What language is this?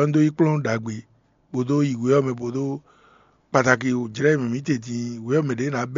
Fon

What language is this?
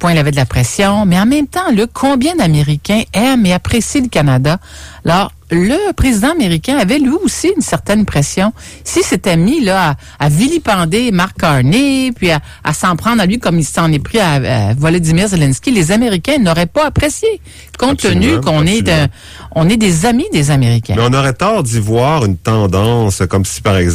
French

